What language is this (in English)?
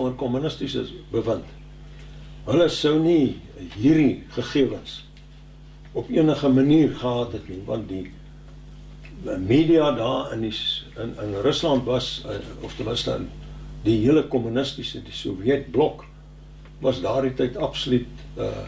Afrikaans